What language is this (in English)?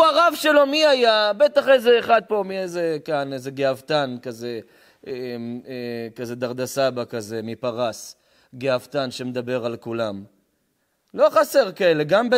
Hebrew